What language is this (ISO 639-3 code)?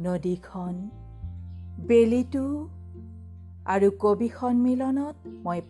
asm